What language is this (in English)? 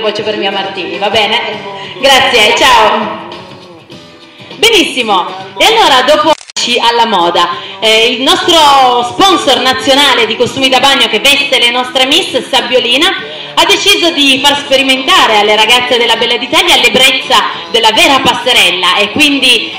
Italian